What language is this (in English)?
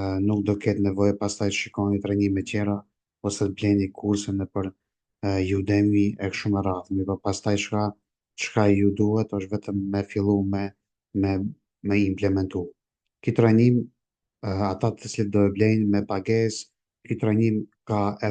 Albanian